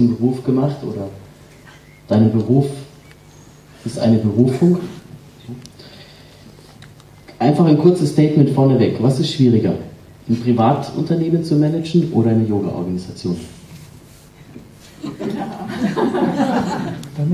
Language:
German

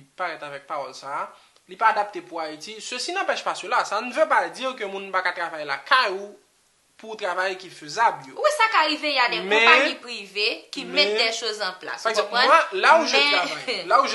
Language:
Haitian Creole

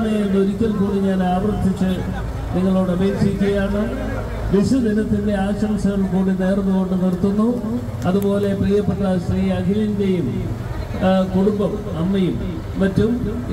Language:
Malayalam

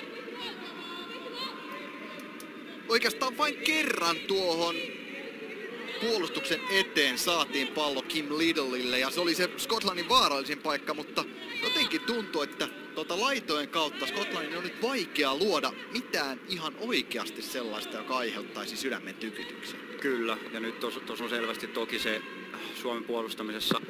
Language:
Finnish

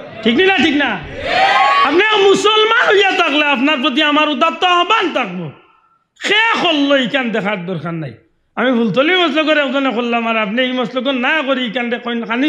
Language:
Sylheti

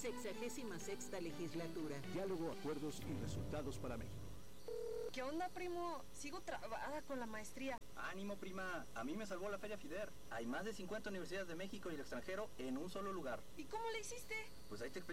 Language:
Spanish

